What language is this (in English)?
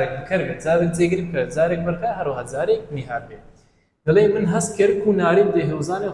Central Kurdish